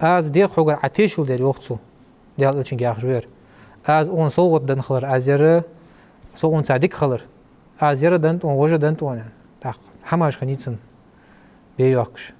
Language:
Ingush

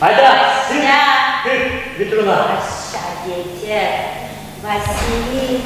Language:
Chuvash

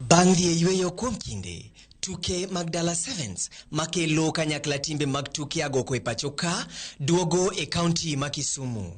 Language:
Luo (Kenya and Tanzania)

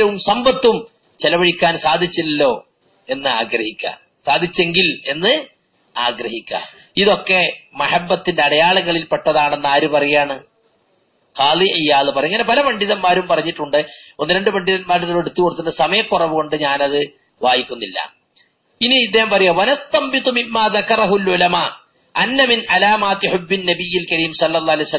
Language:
Malayalam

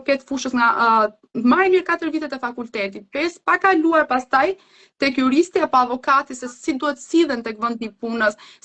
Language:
Albanian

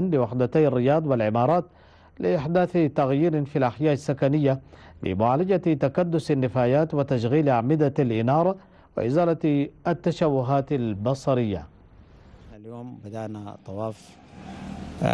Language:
Arabic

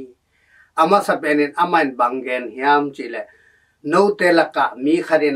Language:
Tedim Chin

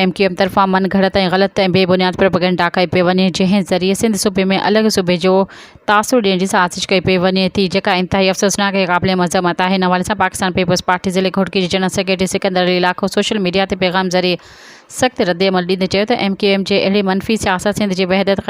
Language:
Sindhi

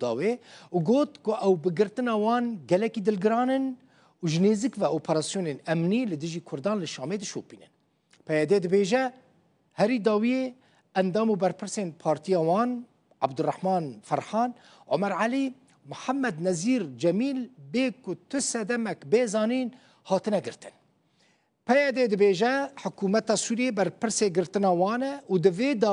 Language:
Kurdish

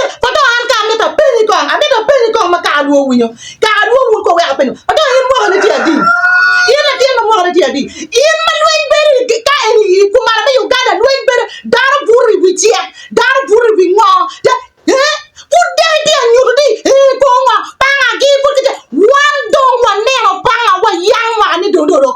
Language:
Acoli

